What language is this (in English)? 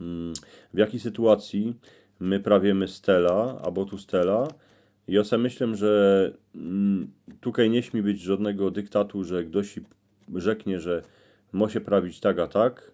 Silesian